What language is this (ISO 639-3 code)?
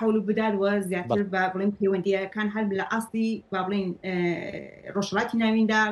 ckb